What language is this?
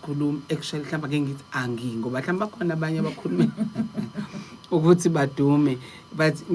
Zulu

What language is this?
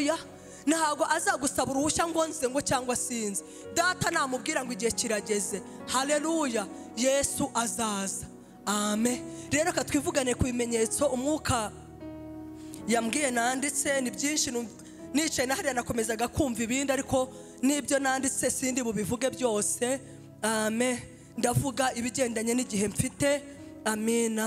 Kinyarwanda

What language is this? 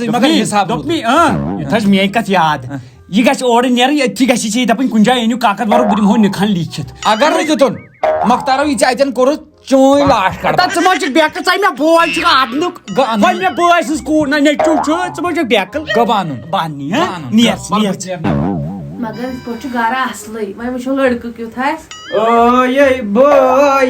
Kashmiri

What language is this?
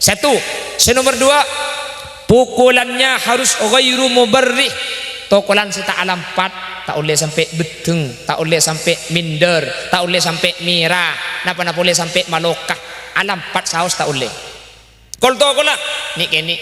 Madurese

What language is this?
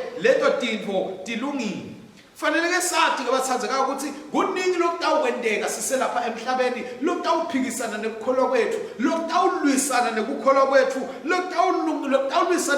Swati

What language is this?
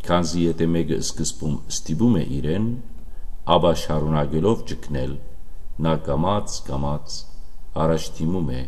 Western Armenian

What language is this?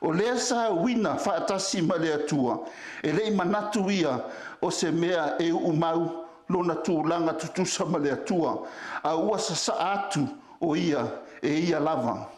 Samoan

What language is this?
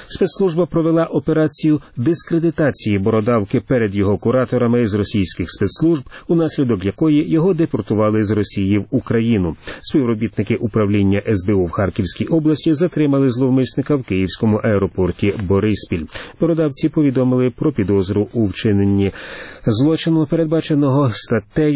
Ukrainian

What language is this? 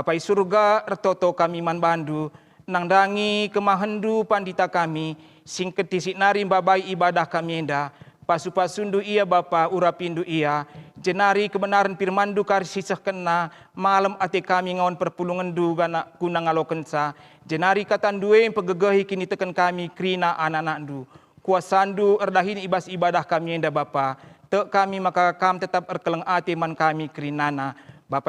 Batak Karo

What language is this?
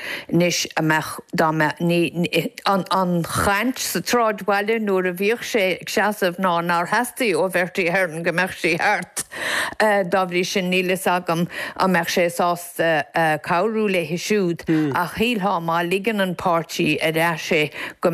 Irish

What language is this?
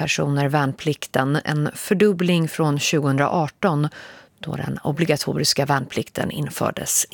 Swedish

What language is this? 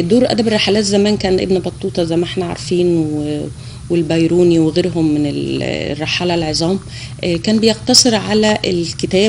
Egyptian Arabic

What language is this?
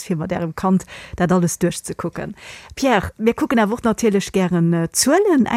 Luxembourgish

